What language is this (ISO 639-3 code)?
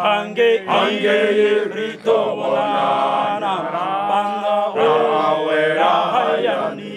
ven